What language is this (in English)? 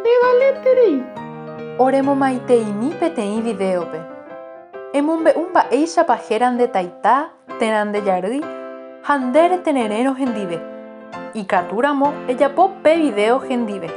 Guarani